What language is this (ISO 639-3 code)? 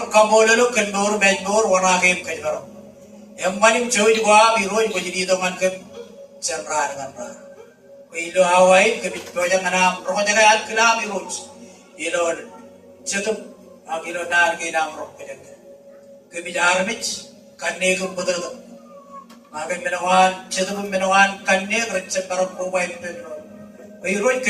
mah